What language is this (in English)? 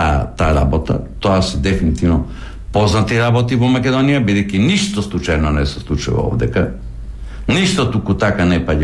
Macedonian